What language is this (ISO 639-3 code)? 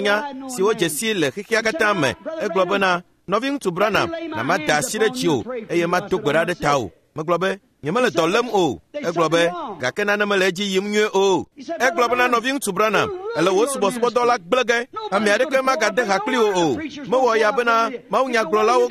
ewe